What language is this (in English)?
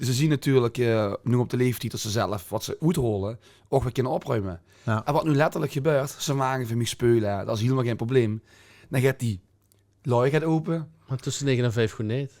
Limburgish